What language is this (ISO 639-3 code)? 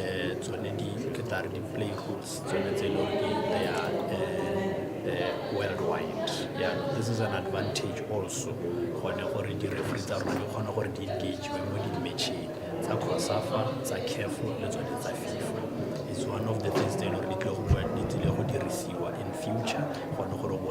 tsn